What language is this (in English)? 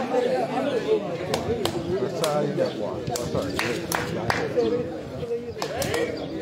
Burmese